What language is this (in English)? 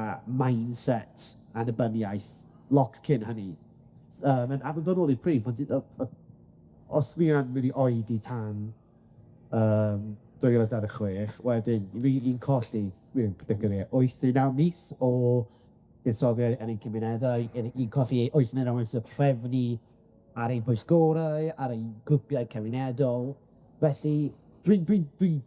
Welsh